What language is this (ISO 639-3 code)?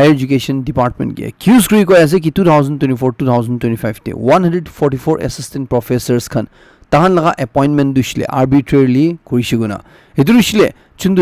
nag